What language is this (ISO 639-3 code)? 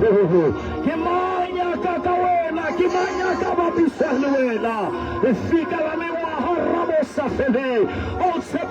sot